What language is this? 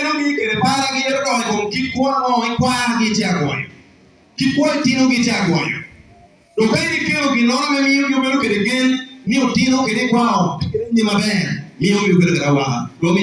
Lango (Uganda)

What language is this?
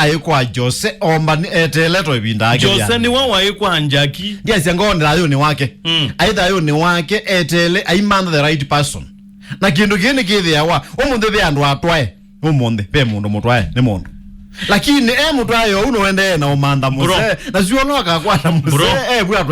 Kamba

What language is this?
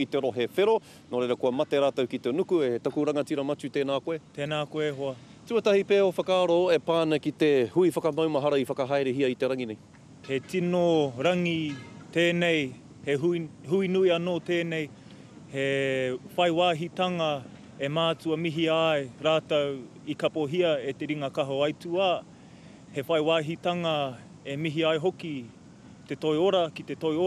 Māori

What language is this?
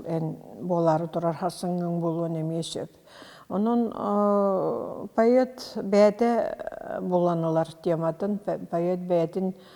Yakut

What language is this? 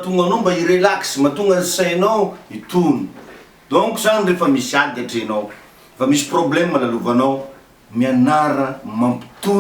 Malagasy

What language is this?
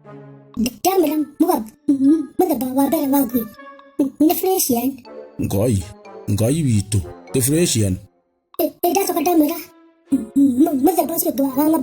Kikuyu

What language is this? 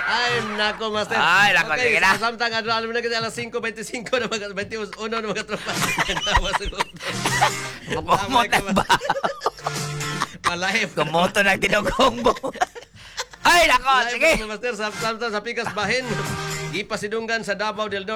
Cebuano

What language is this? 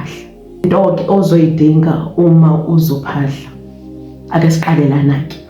Zulu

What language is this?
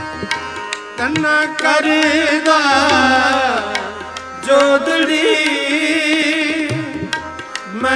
Punjabi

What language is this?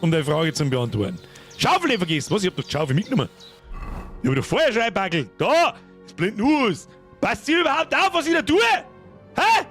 Bavarian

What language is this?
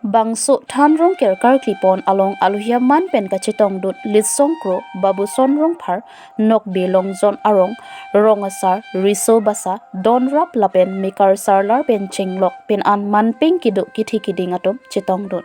Karbi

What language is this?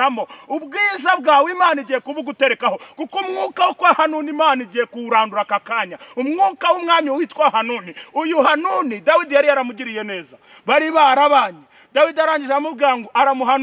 Kinyarwanda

